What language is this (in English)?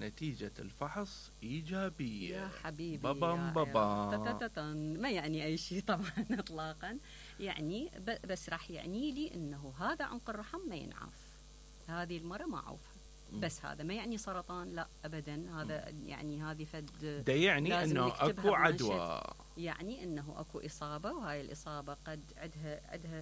Mesopotamian Arabic